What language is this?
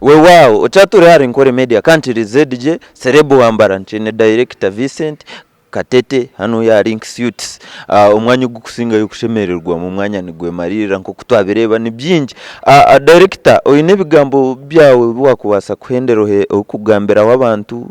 Nyankole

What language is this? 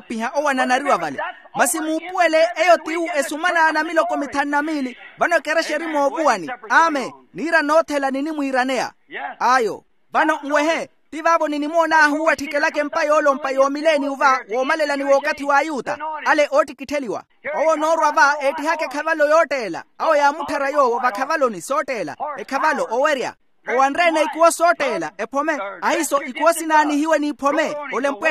Makhuwa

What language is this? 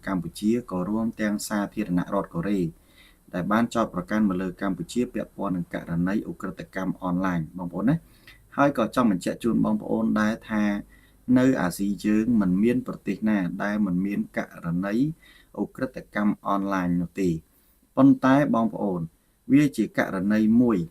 Khmer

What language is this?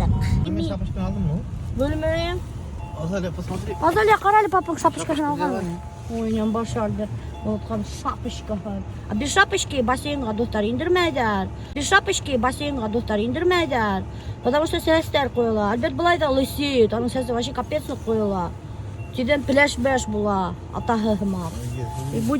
Bashkir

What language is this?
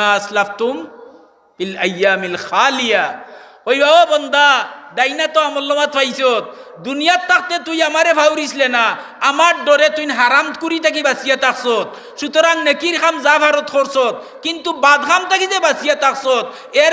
Sylheti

